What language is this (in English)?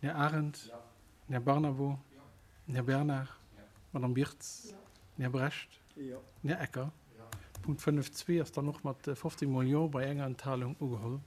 Luxembourgish